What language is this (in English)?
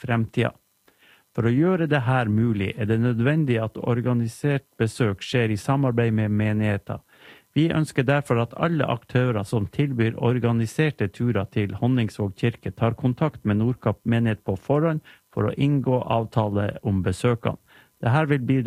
Norwegian